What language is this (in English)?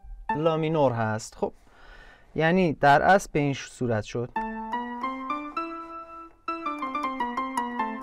Persian